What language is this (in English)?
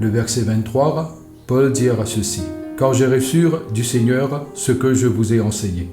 Morisyen